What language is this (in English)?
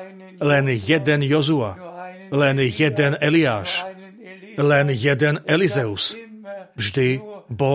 Slovak